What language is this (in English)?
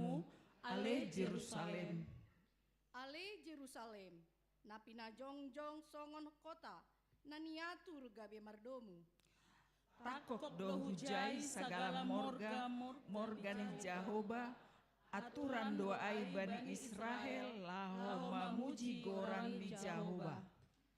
Batak Simalungun